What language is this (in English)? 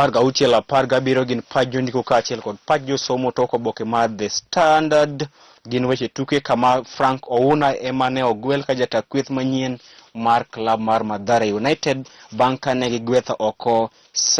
Luo (Kenya and Tanzania)